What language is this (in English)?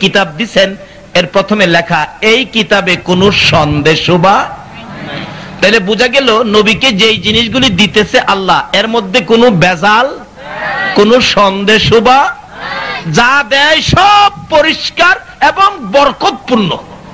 Bangla